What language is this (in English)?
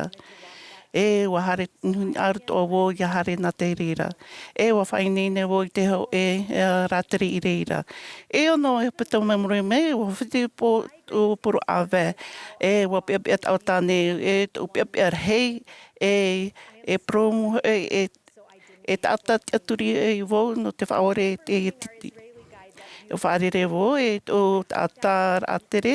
Tahitian